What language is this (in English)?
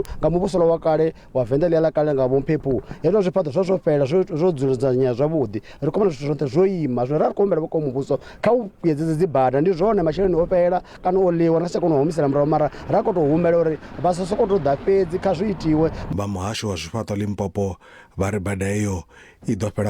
Venda